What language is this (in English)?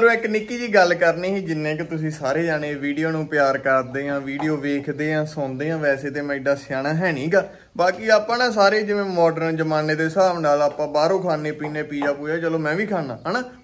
Punjabi